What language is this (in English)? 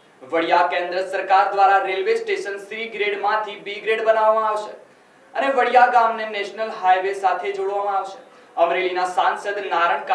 Gujarati